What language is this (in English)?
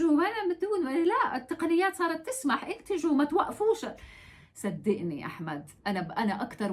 North Levantine Arabic